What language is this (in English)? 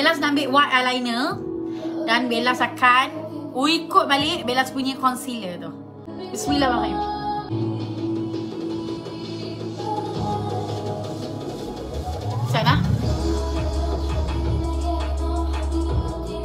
Malay